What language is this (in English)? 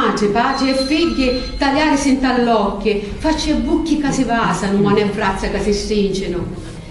Sicilian